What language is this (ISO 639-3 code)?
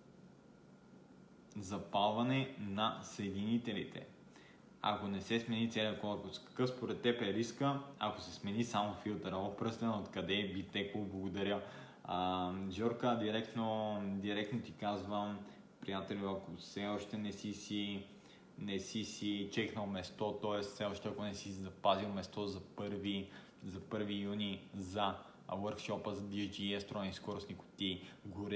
bul